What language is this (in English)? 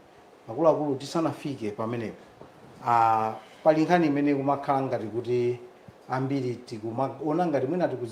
Nyanja